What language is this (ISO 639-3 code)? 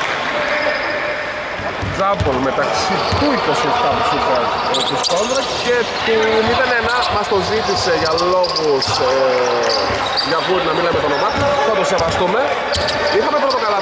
ell